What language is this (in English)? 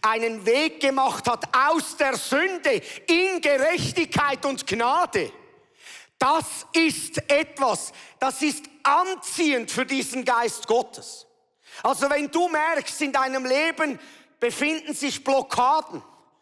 Swiss German